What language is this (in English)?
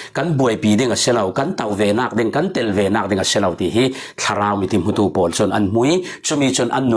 Falam Chin